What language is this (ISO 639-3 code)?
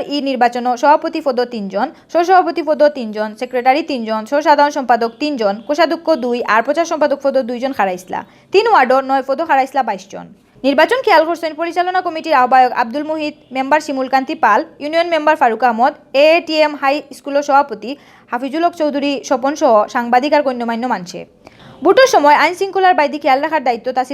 syl